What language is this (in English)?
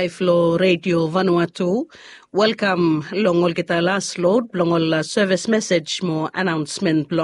Bislama